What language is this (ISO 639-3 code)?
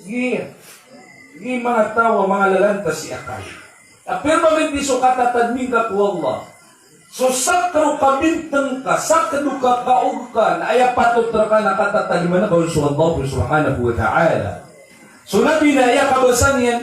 mrw